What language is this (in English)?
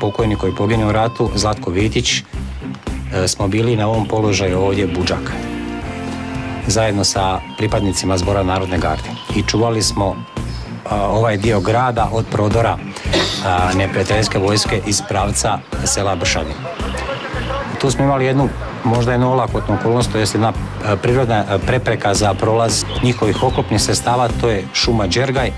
Croatian